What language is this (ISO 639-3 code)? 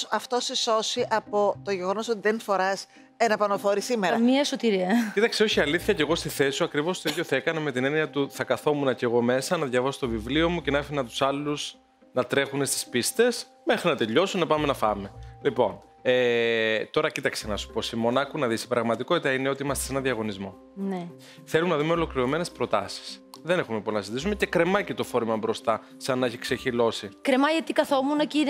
ell